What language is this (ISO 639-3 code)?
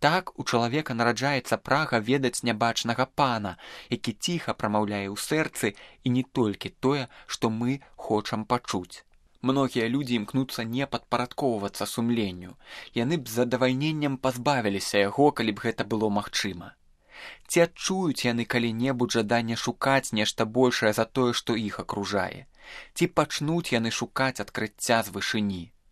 bel